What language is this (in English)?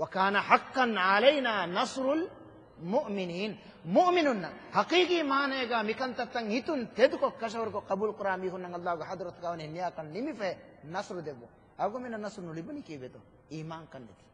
Divehi